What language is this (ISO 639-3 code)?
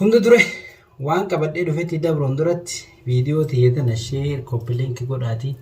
orm